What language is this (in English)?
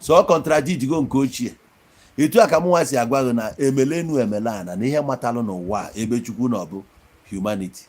Igbo